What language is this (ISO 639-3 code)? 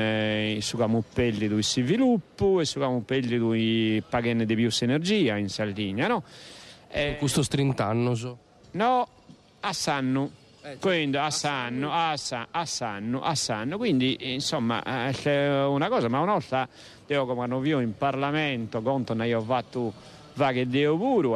srd